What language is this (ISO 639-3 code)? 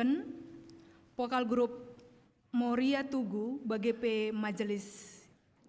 btx